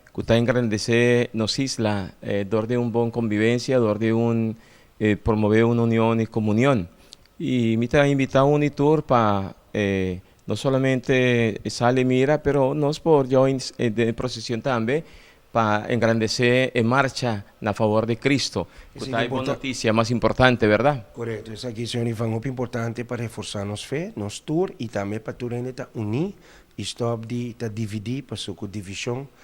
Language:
Papiamento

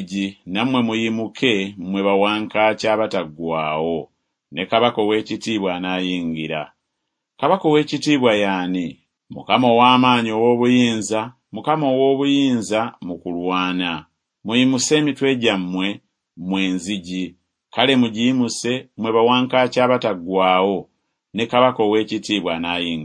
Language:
Ganda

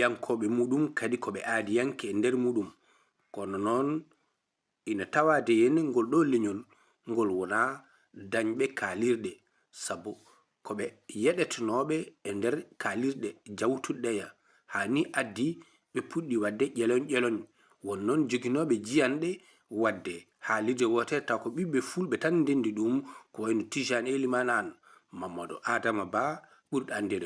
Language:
Fula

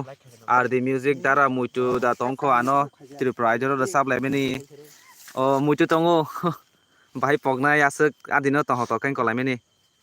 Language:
Kok Borok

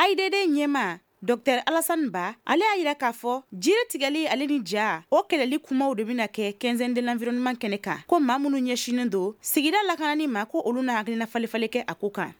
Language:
Bambara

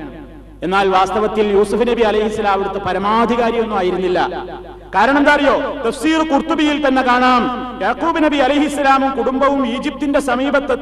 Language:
Malayalam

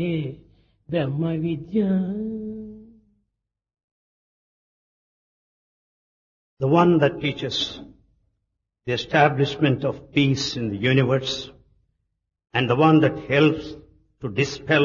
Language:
Telugu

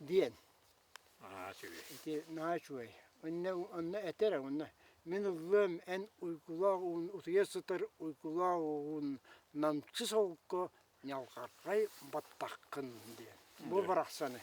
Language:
Yakut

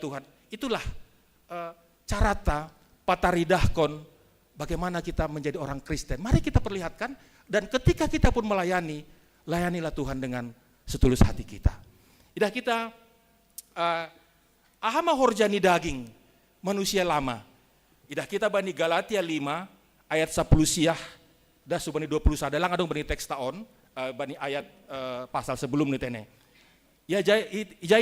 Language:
Batak Simalungun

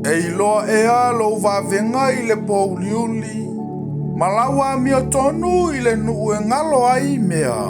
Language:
Samoan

